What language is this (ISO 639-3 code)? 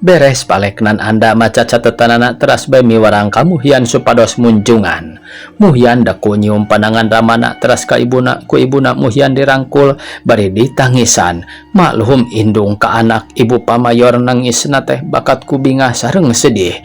sun